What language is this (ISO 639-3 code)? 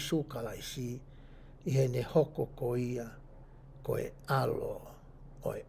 ton